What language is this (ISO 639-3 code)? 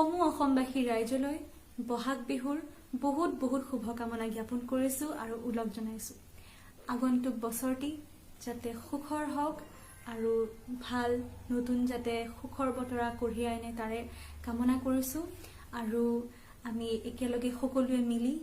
asm